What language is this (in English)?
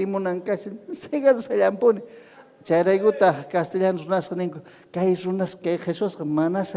Ayacucho Quechua